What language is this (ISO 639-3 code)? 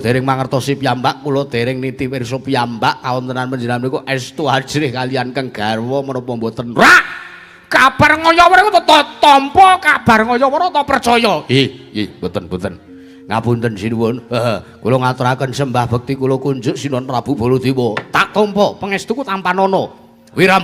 jav